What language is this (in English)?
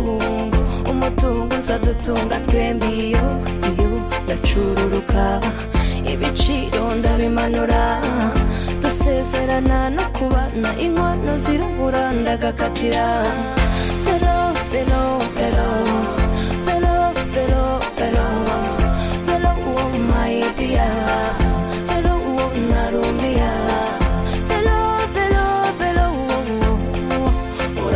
Kinyarwanda